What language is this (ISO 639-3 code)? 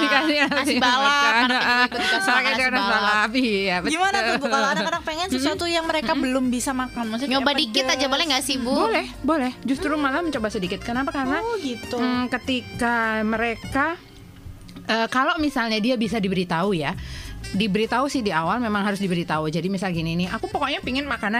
ind